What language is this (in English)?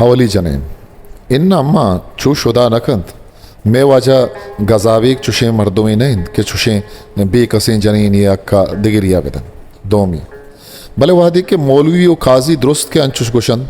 Eastern Balochi